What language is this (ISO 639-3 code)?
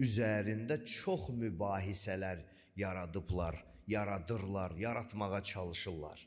aze